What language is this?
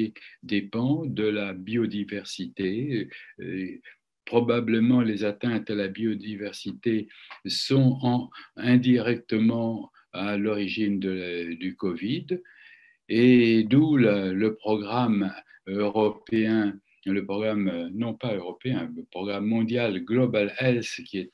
French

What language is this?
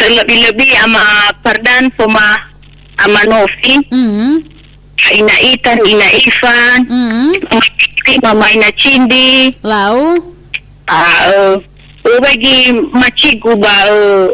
Nias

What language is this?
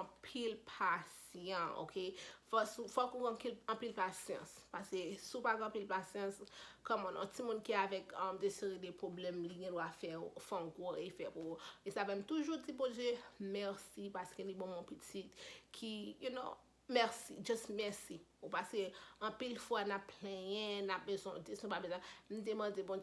Haitian Creole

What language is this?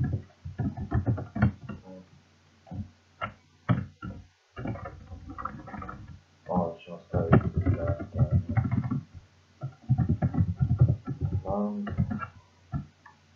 Serbian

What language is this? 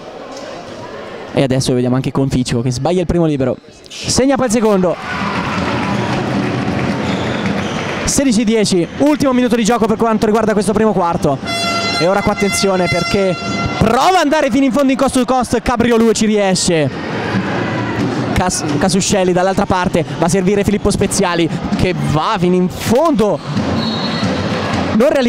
Italian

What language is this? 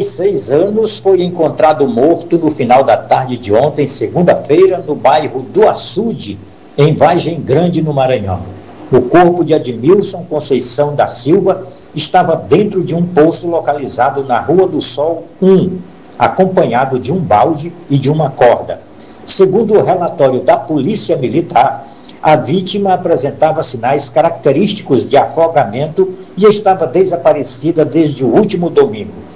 Portuguese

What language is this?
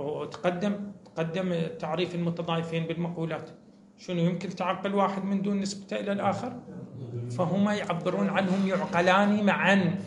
Moroccan Arabic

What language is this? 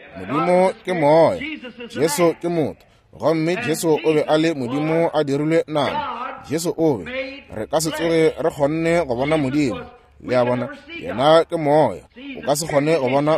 Northern Sotho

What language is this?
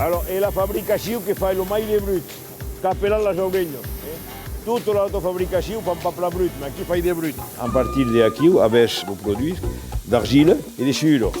Occitan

